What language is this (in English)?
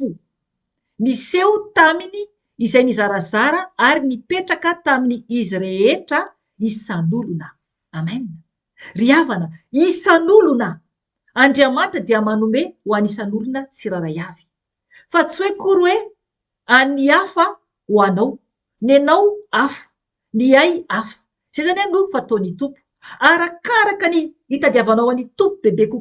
Malagasy